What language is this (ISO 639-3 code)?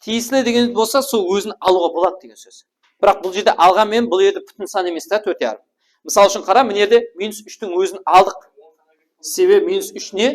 kaa